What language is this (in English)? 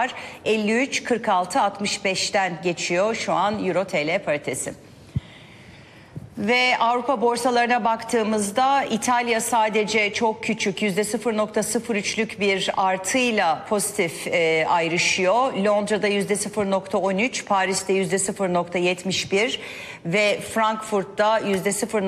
Turkish